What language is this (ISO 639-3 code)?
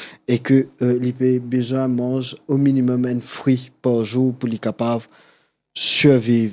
mfe